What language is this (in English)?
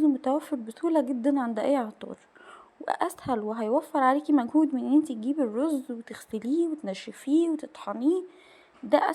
Egyptian Arabic